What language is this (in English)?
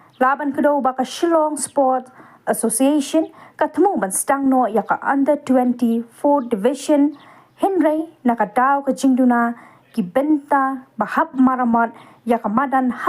Khasi